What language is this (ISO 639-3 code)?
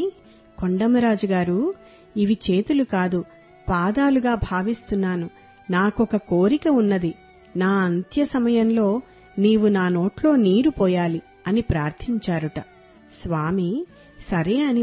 tel